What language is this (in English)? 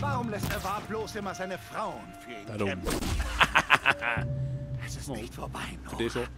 Swiss German